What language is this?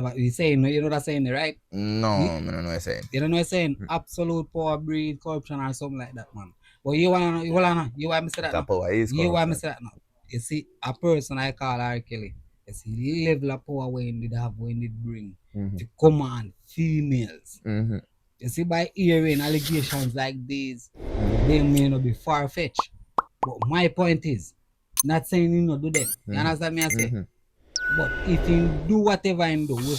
Jamaican Creole English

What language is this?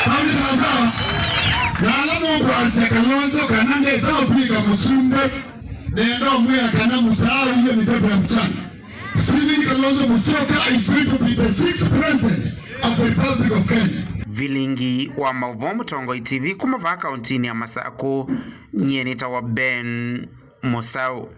Kamba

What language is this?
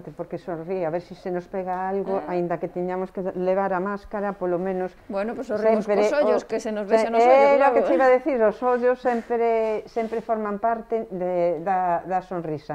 Galician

